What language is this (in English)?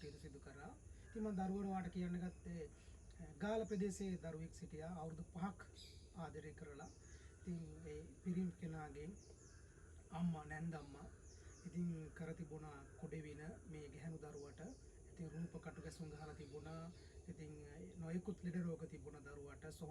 Sinhala